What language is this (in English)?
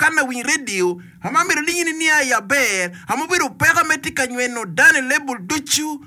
Acoli